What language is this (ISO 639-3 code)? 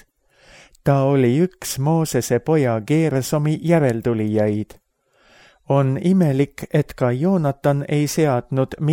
est